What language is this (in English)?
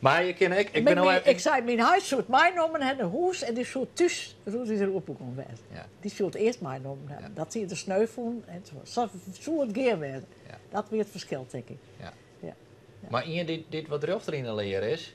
Western Frisian